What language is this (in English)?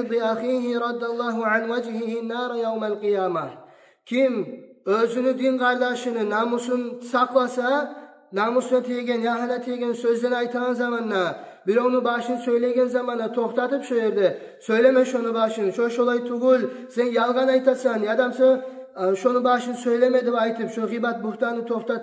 Kumyk